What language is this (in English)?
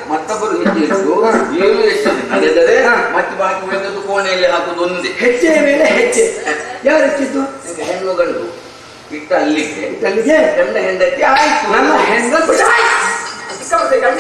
Kannada